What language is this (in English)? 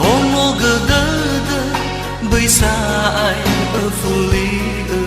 Nias